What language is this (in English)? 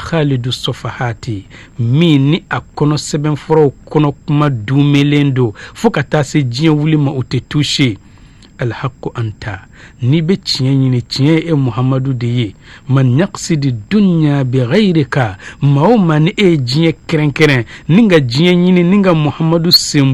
Bambara